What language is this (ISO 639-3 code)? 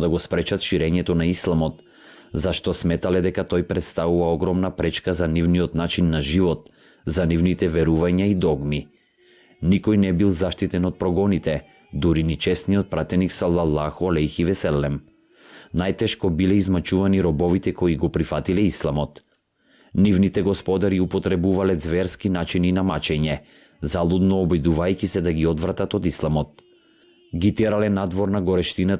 mkd